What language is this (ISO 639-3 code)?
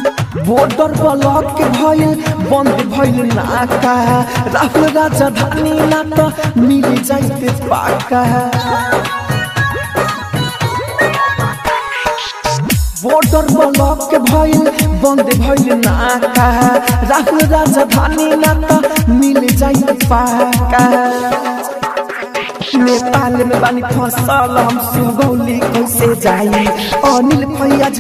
bho